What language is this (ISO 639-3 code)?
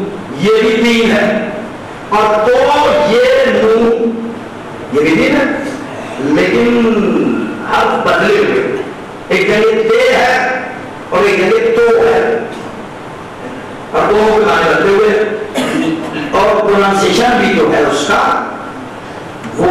urd